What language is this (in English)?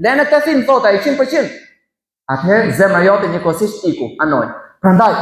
Albanian